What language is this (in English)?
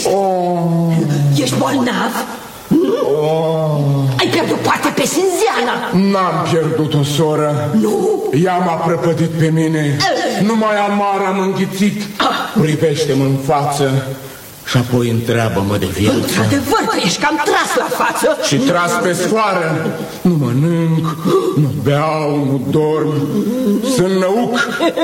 Romanian